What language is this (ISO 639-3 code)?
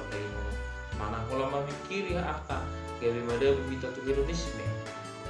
bbc